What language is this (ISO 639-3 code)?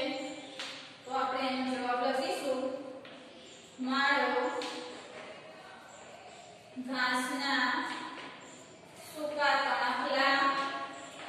guj